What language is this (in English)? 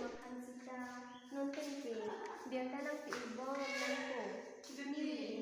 Karbi